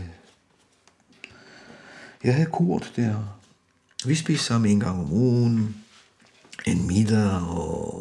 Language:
Danish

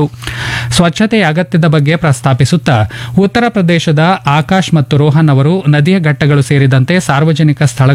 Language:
Kannada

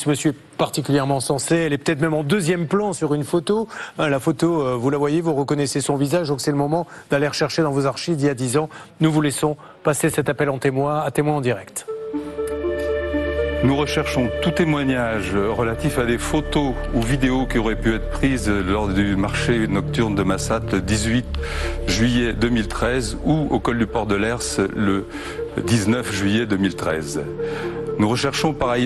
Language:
French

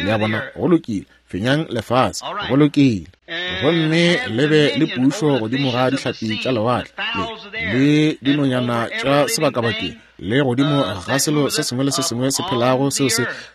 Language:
Northern Sotho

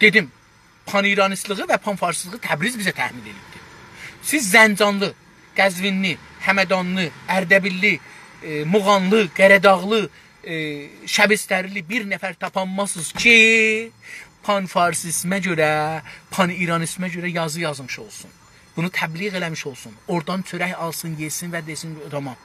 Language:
South Azerbaijani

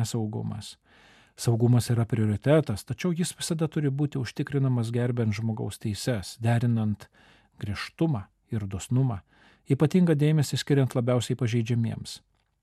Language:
Lithuanian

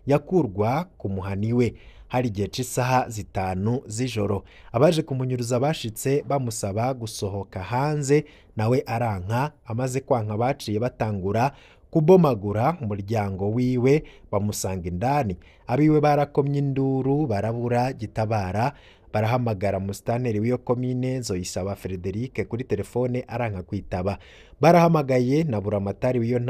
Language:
Rundi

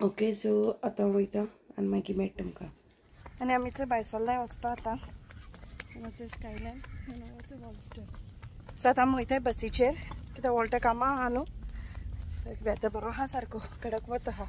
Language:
Konkani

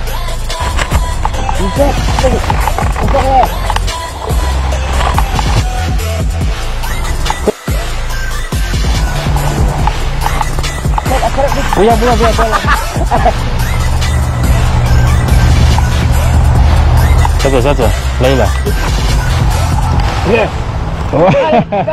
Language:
Malay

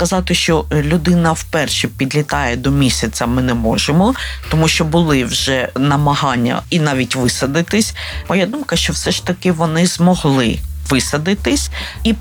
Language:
Ukrainian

